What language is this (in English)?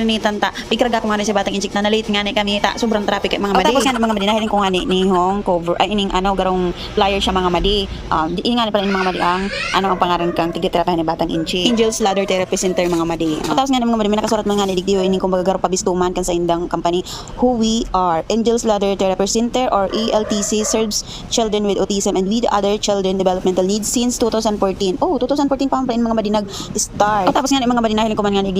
Bikol